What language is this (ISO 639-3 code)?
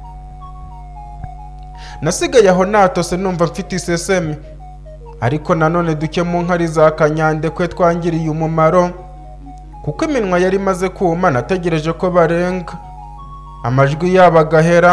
kin